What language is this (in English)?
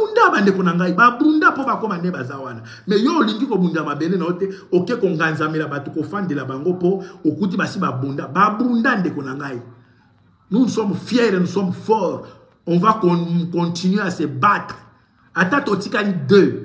Lingala